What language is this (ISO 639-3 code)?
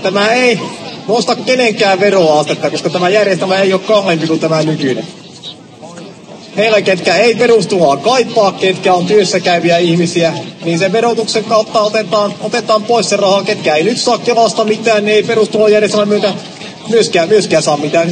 fin